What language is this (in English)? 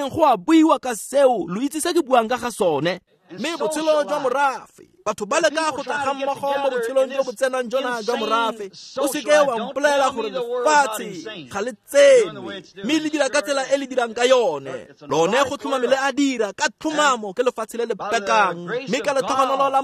Tswana